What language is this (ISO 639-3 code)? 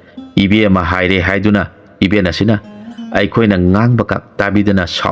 mni